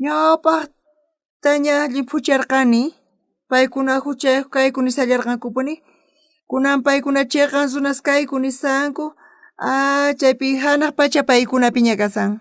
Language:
South Bolivian Quechua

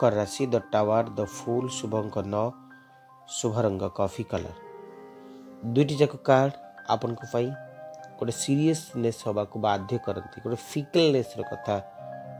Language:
Odia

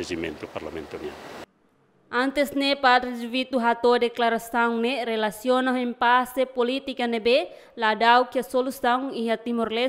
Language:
Tetum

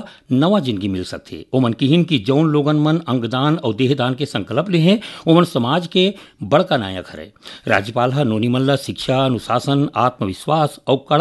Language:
Chhattisgarhi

